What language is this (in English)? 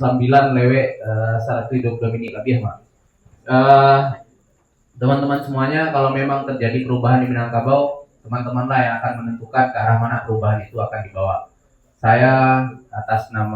Minangkabau